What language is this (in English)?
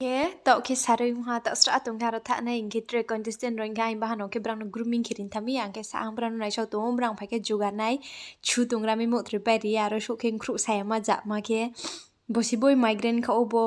Riang (India)